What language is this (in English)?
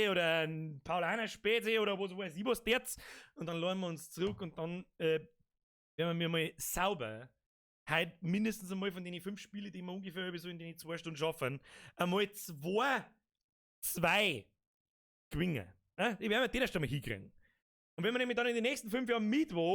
Bavarian